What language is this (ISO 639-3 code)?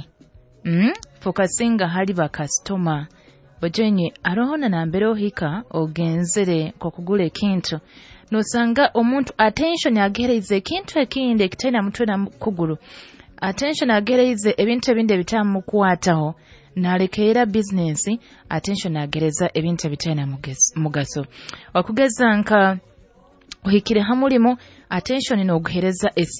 nyo